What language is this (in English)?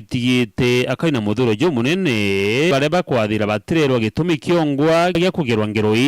Meru